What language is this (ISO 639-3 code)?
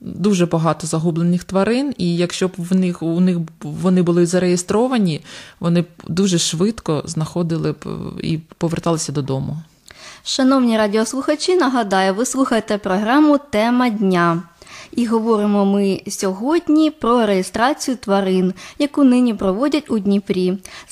ukr